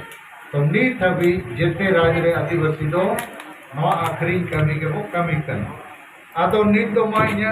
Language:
Santali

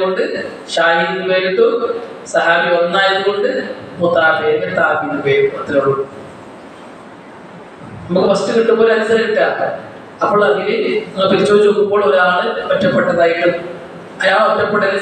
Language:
Malayalam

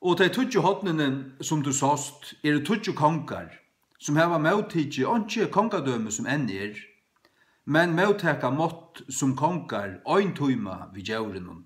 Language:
Faroese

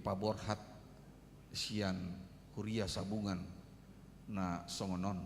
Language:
Batak Toba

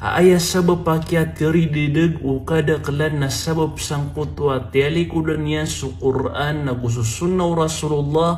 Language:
Maranao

